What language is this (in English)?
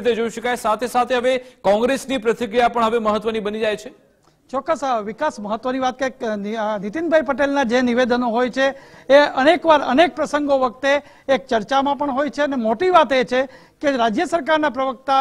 Gujarati